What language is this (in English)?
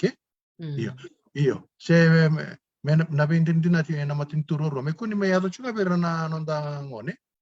Fijian